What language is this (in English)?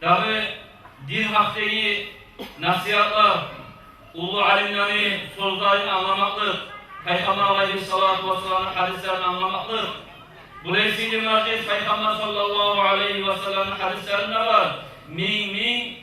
Kumyk